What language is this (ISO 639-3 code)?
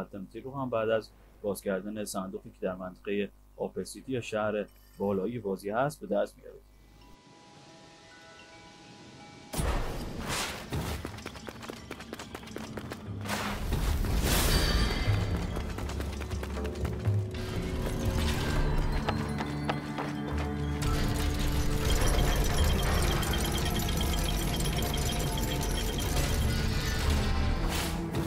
fas